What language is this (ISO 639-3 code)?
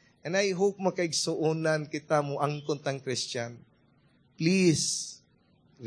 ceb